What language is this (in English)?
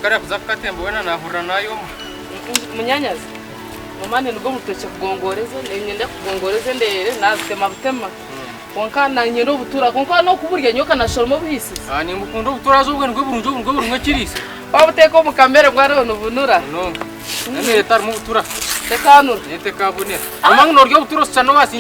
Nyankole